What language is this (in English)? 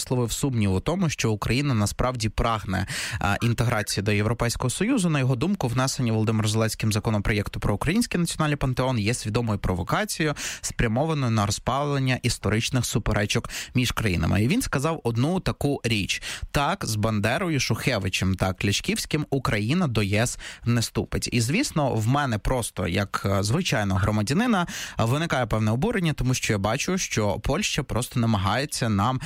Ukrainian